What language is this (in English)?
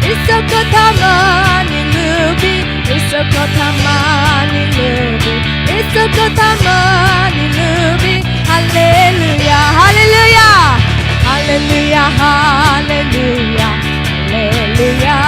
Naga Pidgin